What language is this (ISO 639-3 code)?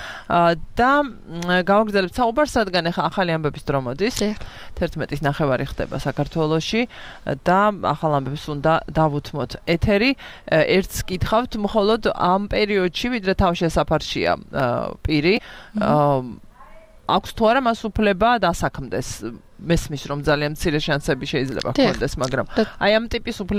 kat